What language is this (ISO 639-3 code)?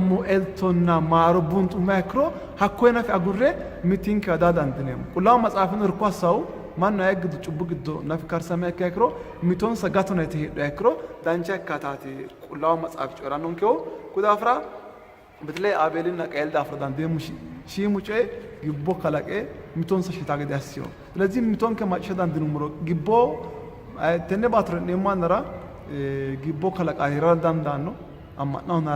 sid